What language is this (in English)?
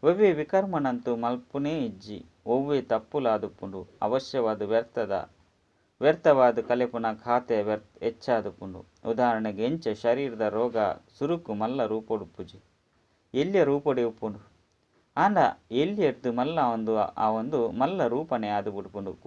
Tulu